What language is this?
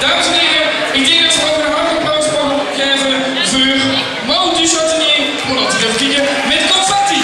Limburgish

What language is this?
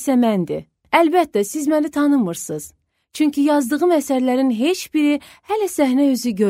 Azerbaijani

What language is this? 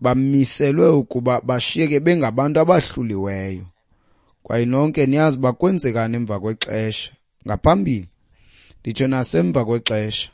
Xhosa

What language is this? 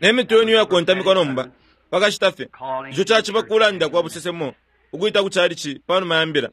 Bemba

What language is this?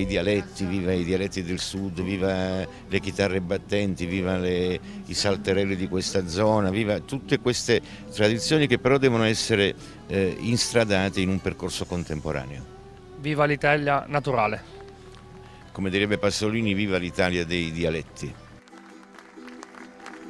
Italian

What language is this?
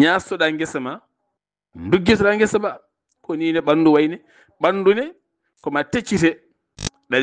Fula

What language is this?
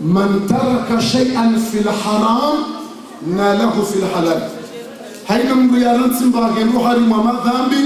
Ngazidja Comorian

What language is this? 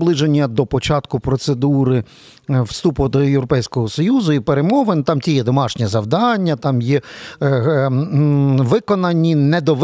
Ukrainian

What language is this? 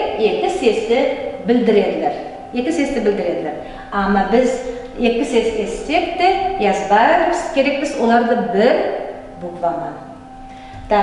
Nogai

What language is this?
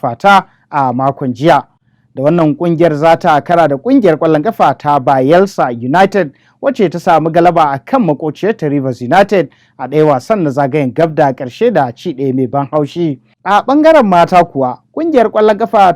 Hausa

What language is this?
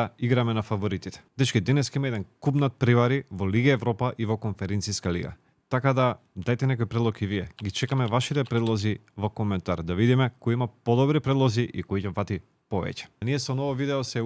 Macedonian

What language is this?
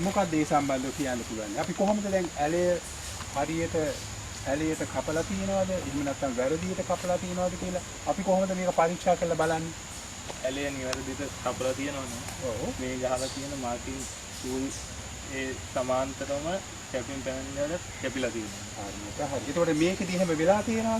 Sinhala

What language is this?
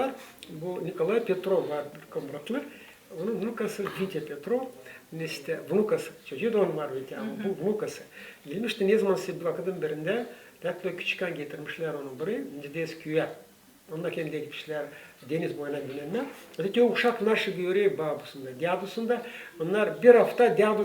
Gagauz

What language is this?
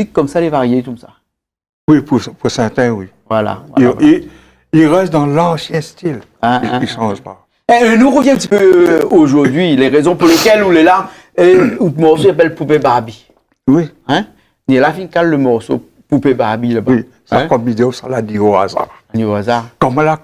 Réunion Creole French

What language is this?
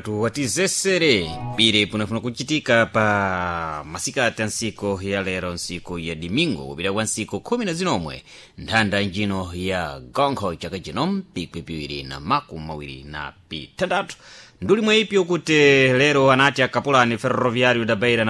Sena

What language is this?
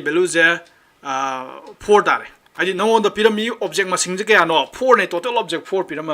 Manipuri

